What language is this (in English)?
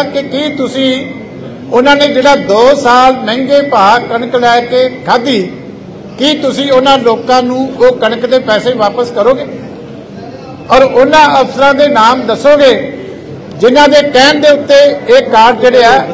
Punjabi